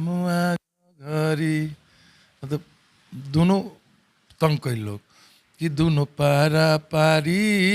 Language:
Bhojpuri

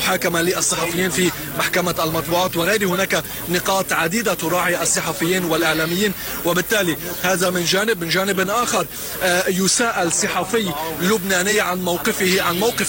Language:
Arabic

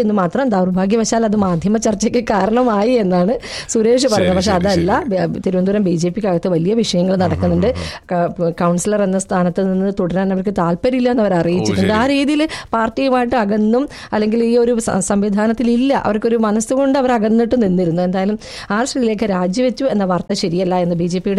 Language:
Malayalam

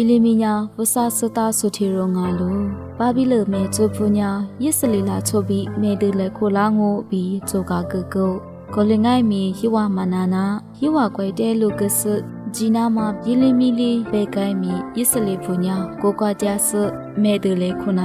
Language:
Lisu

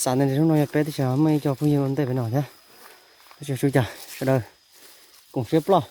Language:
Hmong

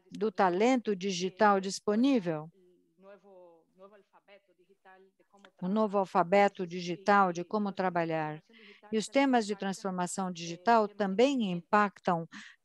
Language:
Portuguese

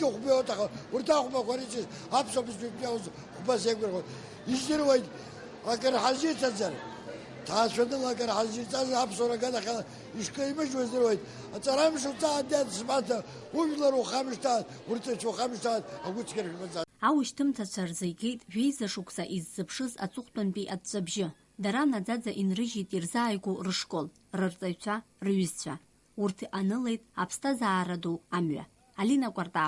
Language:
Abkhazian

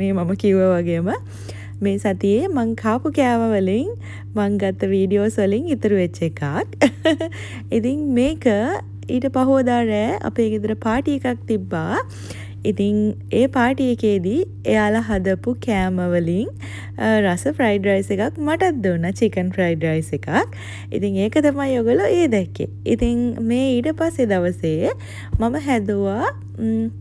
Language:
Sinhala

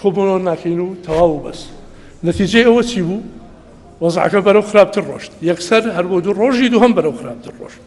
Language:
Central Kurdish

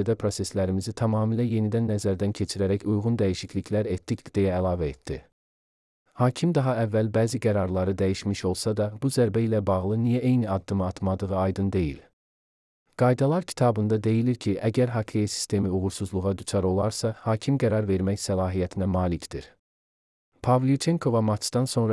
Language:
Azerbaijani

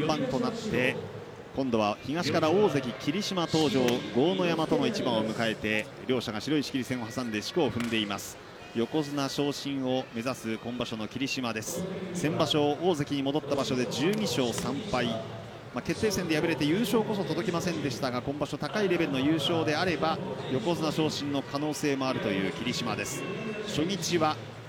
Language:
Japanese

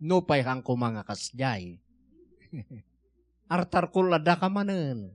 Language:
Iloko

